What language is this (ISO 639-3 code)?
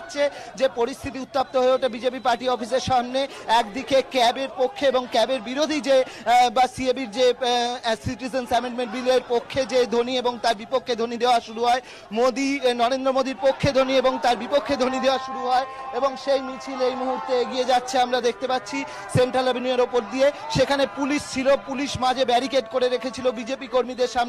ben